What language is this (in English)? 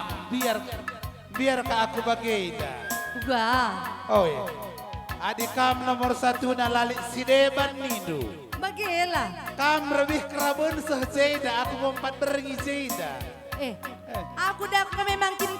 Batak Karo